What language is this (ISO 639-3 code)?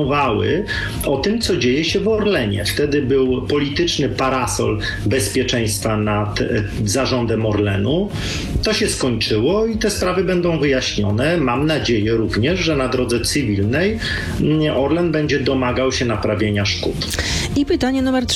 pol